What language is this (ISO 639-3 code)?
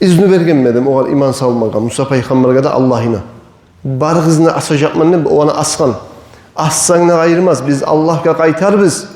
kum